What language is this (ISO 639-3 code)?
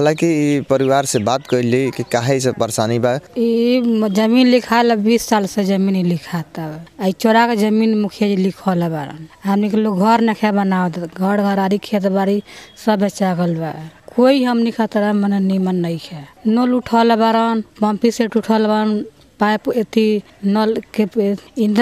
bho